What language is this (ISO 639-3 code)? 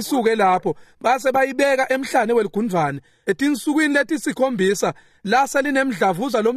ssw